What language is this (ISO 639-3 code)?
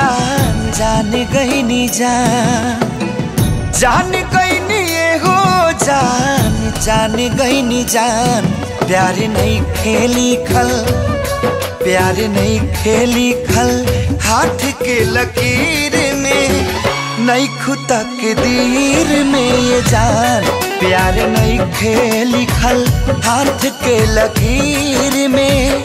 bho